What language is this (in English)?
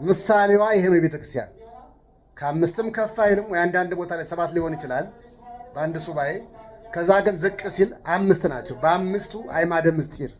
Amharic